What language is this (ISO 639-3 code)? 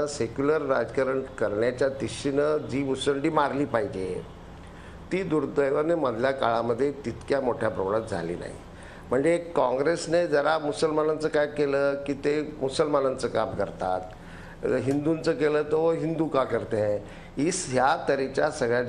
mar